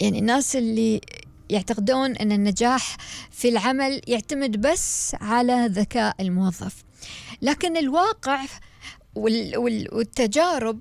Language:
Gulf Arabic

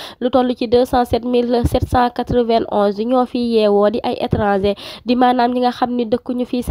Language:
Wolof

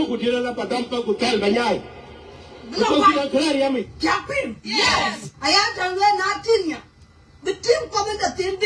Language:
Nuer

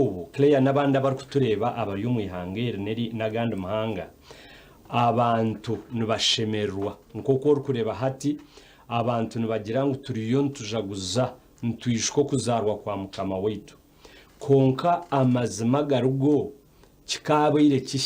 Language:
Nyankole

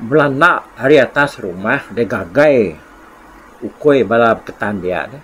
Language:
Iban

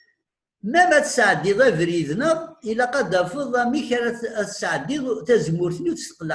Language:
Kabyle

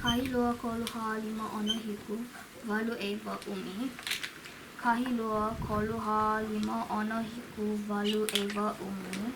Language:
Hawaiian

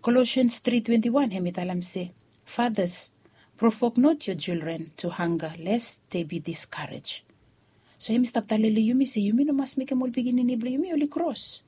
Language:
Bislama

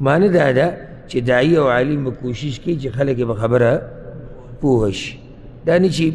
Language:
Pashto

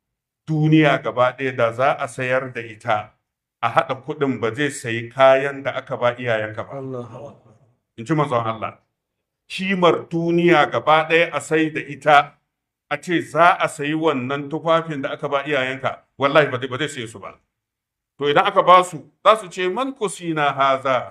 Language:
Hausa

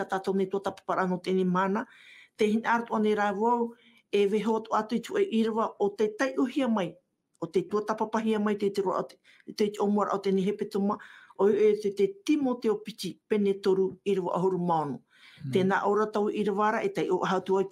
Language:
Tahitian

